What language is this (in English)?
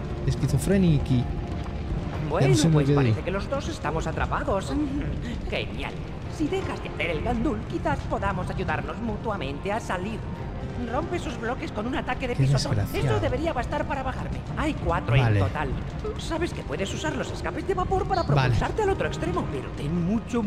Spanish